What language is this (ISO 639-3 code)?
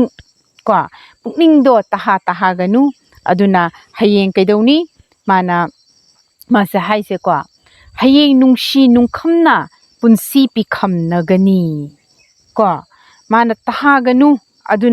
mni